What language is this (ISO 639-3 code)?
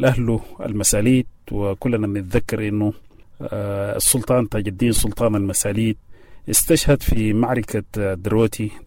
apd